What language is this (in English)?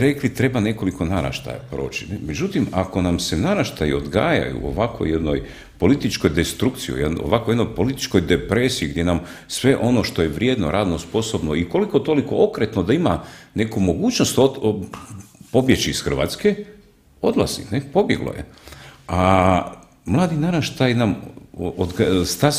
Croatian